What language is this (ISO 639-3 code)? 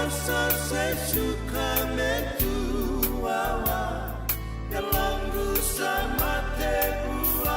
fij